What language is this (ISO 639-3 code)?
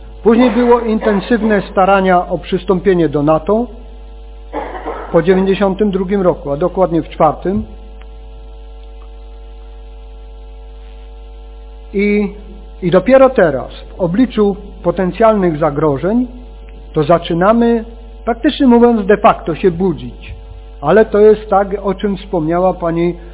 pol